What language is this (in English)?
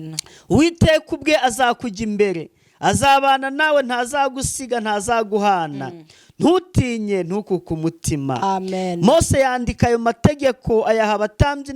Kinyarwanda